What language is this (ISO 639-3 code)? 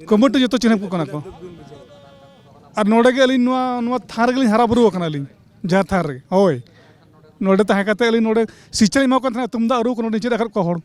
sat